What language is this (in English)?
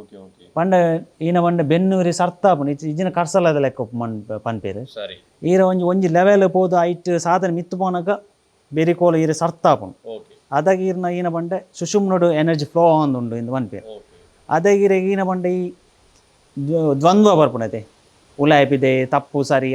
Tulu